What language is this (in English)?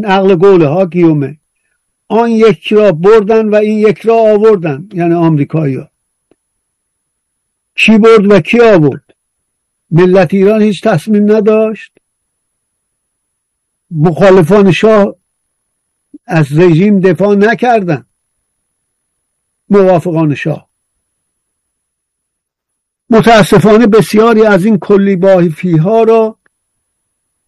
Persian